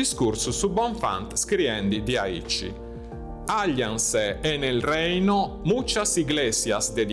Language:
Sardinian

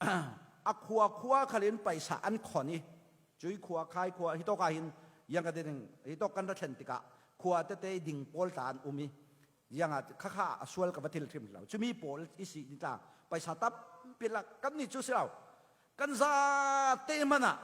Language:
Falam Chin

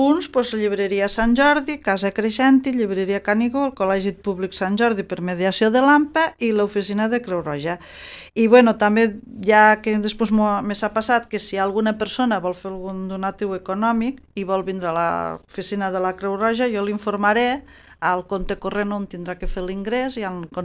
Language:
Catalan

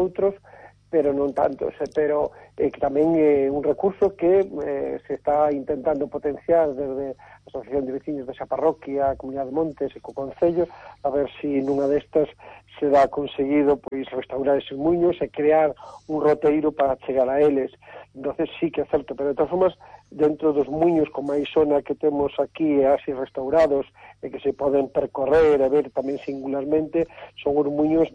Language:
Galician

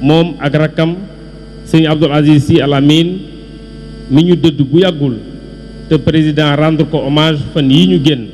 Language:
Wolof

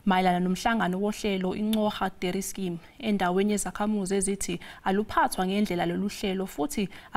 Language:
Zulu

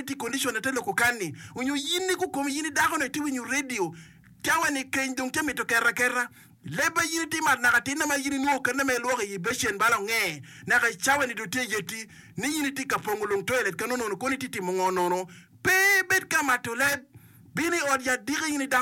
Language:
Acoli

